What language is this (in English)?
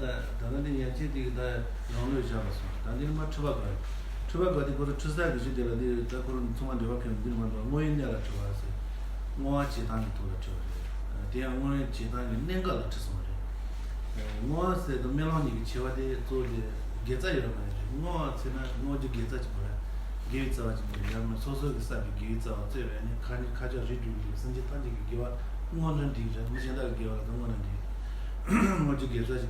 Tibetan